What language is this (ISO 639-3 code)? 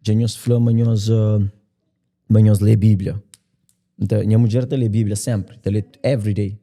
kea